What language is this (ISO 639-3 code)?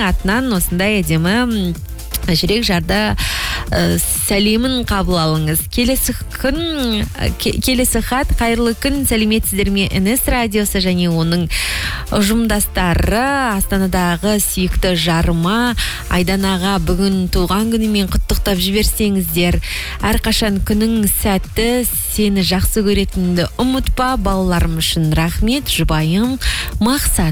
kaz